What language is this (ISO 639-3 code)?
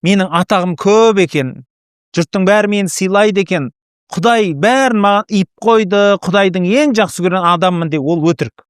kaz